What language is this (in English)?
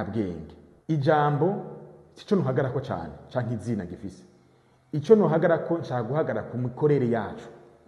Rundi